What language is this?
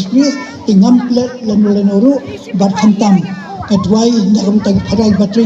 Khasi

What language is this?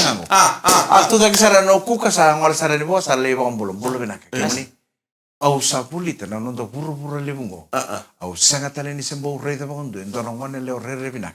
Fijian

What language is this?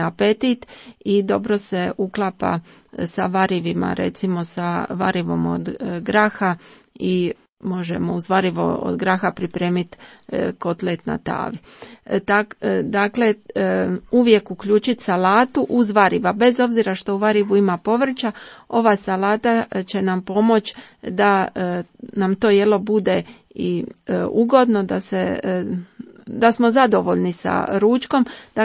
Croatian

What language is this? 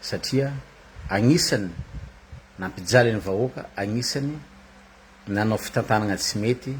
Malagasy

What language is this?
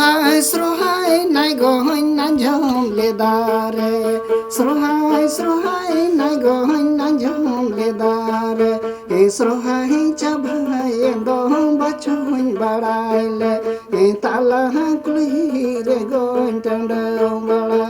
Santali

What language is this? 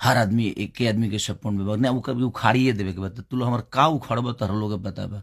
Bhojpuri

